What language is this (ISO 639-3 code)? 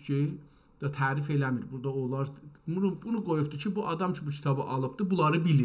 azb